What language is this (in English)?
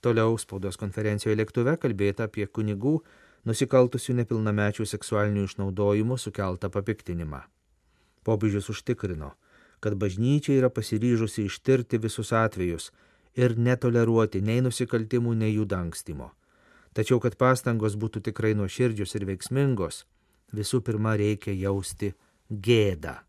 Lithuanian